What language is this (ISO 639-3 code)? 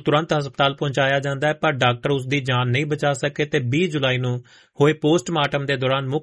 pan